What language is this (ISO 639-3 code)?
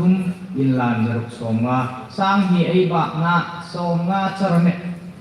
hmr